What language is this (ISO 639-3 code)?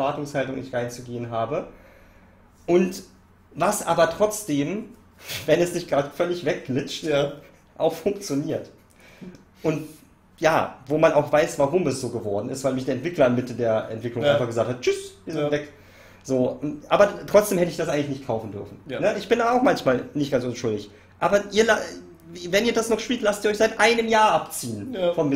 deu